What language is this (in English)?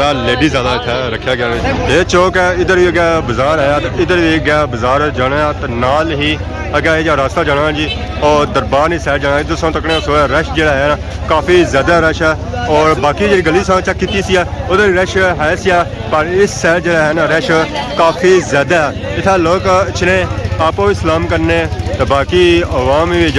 Pahari-Potwari